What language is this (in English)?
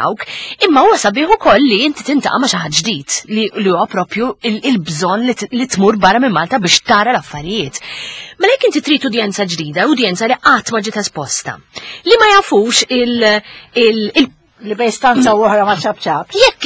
Maltese